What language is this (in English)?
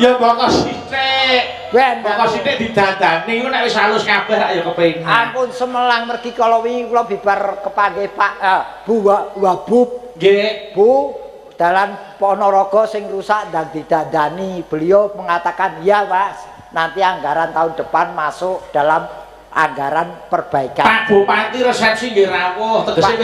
Javanese